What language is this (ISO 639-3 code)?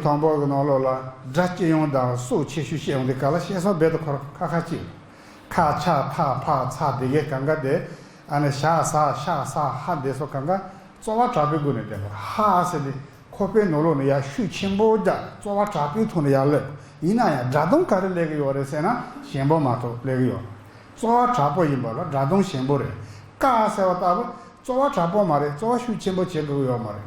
bod